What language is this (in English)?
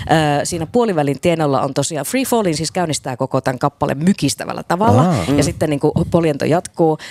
Finnish